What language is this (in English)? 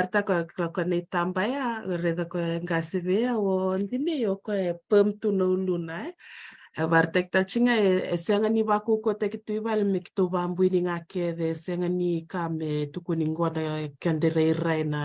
Fijian